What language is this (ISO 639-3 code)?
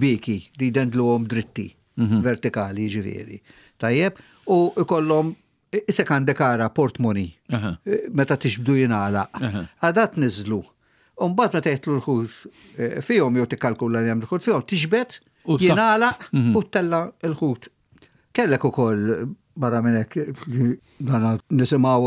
mlt